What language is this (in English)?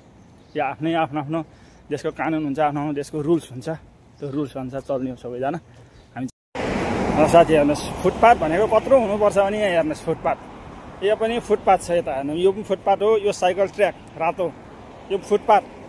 Nepali